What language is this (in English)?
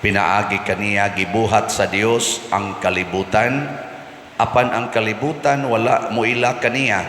Cebuano